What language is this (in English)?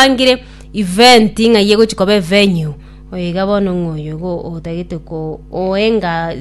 Gusii